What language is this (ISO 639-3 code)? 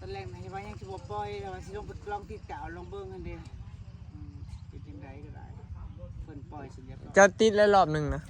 tts